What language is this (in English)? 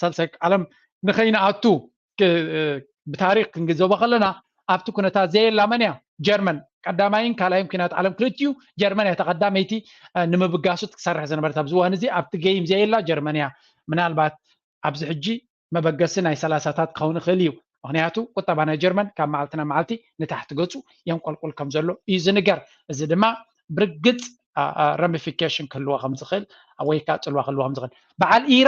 Tigrinya